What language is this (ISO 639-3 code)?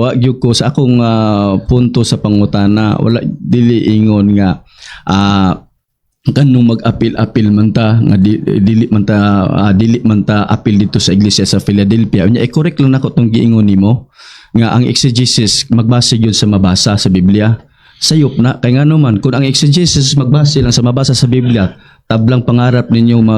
ceb